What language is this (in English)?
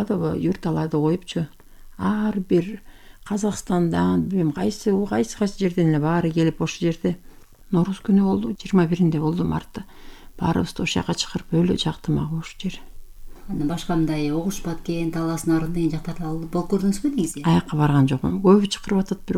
Kyrgyz